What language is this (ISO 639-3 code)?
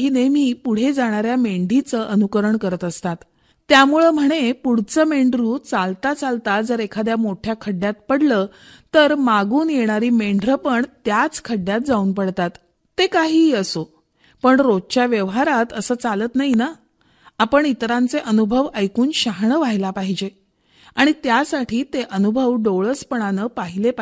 mar